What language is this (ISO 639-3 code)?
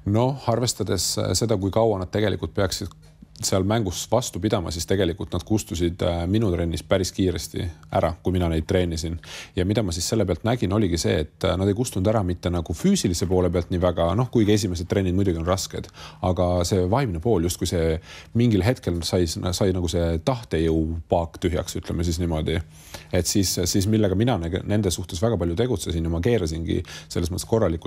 est